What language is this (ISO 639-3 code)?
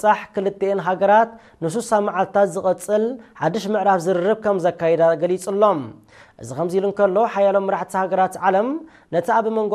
tir